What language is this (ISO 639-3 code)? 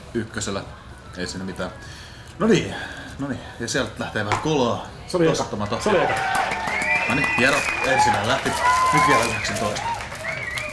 fin